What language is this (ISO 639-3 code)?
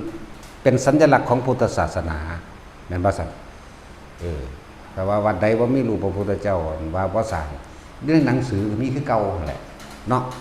tts